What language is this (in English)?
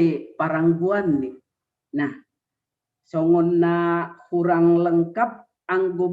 Batak Simalungun